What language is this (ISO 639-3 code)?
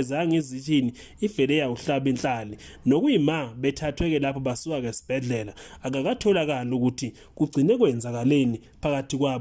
zul